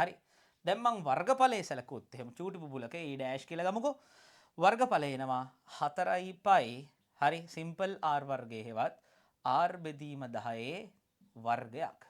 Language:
Sinhala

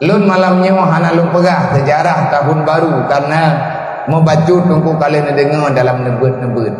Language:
Achinese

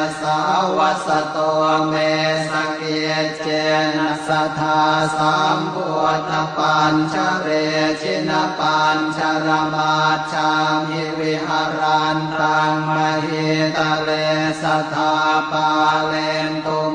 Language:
Pali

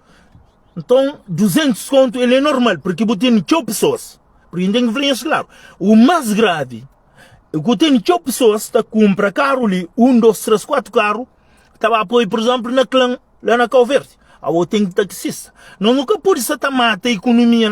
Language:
Kabuverdianu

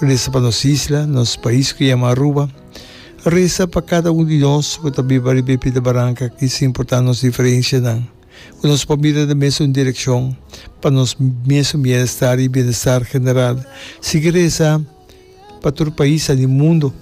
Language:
Papiamento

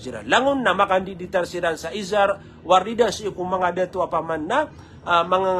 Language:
Maranao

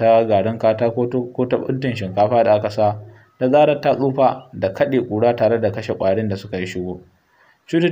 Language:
Hausa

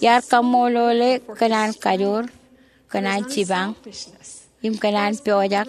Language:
Marshallese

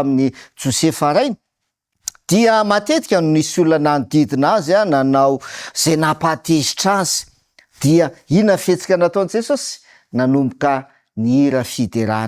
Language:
Malagasy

